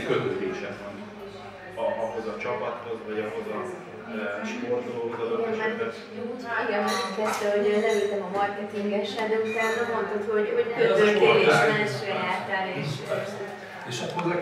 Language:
Hungarian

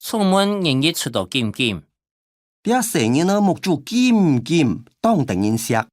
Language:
Hakka Chinese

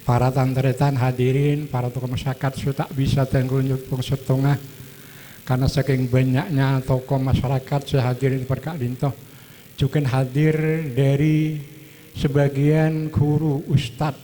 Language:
Madurese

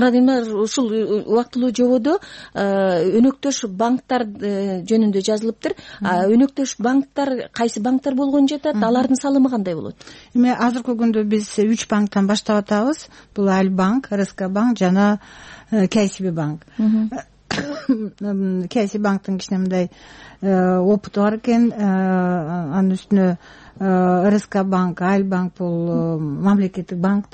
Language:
Kyrgyz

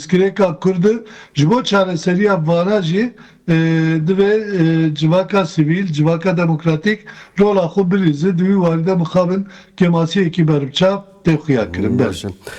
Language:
Kurdish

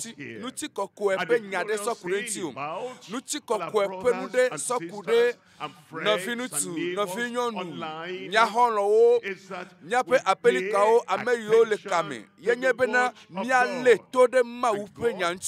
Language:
Ewe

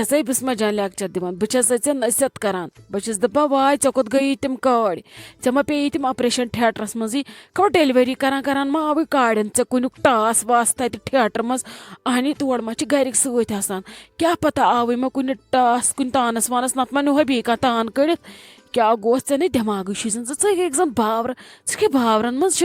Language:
Kashmiri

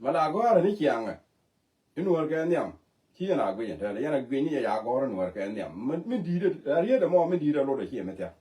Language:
Nuer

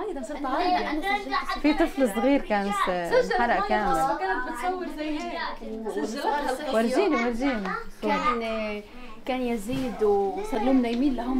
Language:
North Levantine Arabic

